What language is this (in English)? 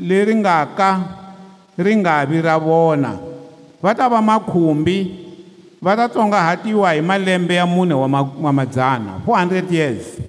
Tsonga